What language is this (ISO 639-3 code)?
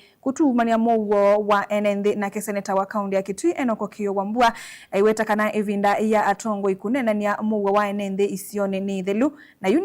kam